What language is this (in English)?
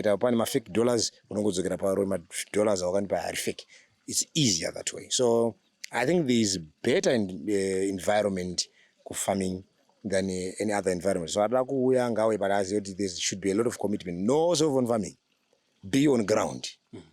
Shona